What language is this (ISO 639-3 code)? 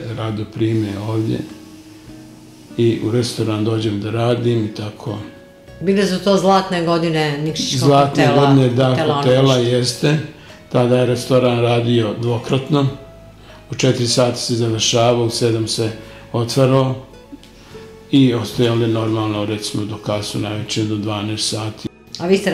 srp